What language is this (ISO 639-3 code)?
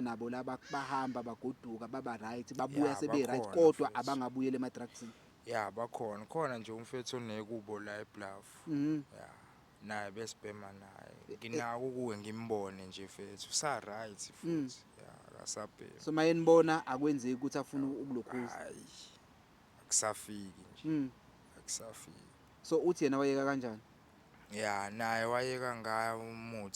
zul